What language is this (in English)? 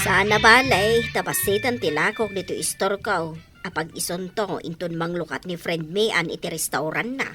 Iloko